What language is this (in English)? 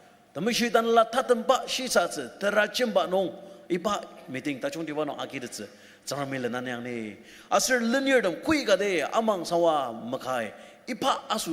Ao Naga